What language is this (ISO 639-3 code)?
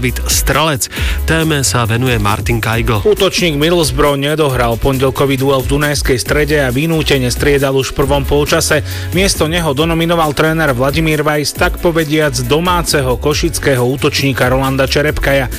slk